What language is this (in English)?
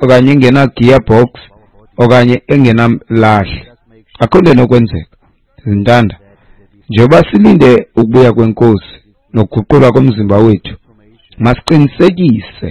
Xhosa